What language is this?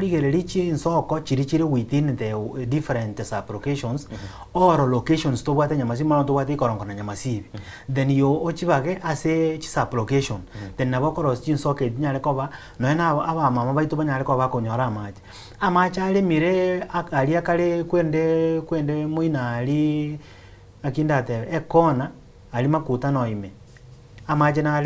Gusii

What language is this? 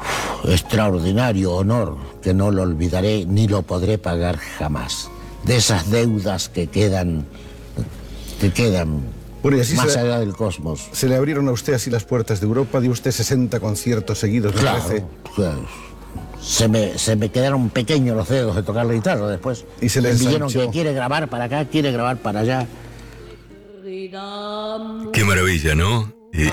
Spanish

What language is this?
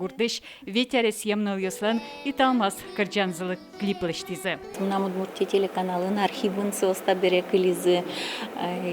Udmurt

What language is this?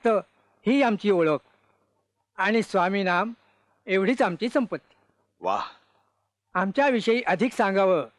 Marathi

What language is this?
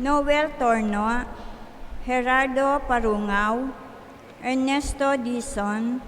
Pampanga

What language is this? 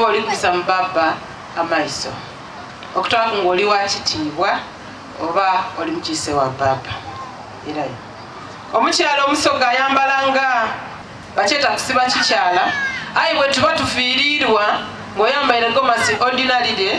Soga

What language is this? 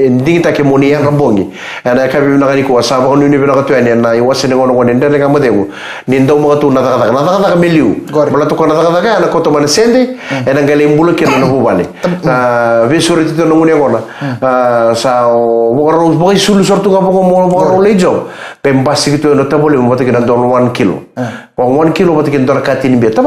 Fijian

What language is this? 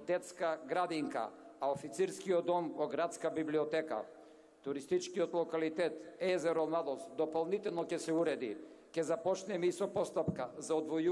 Macedonian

